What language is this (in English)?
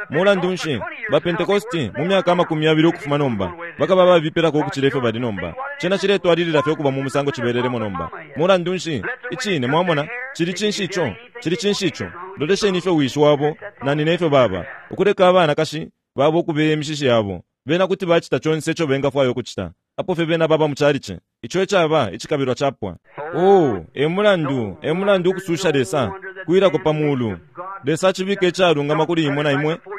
Bemba